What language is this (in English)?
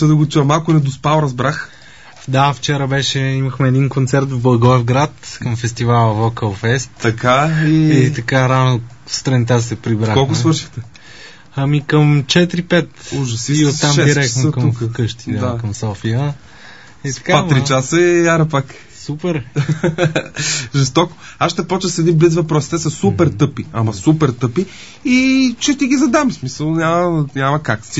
Bulgarian